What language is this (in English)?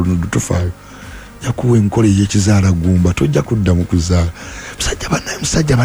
Ganda